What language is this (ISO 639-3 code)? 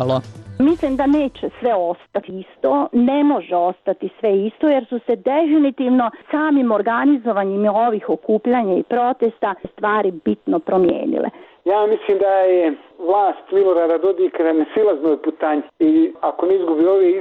bos